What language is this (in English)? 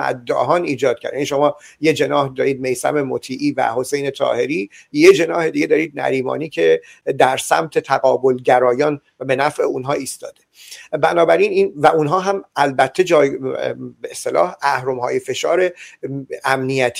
Persian